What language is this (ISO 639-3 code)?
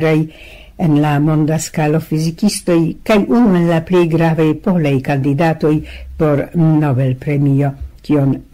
epo